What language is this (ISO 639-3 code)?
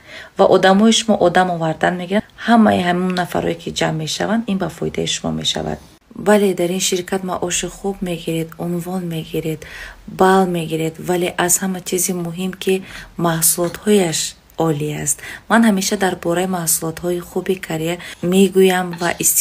tgk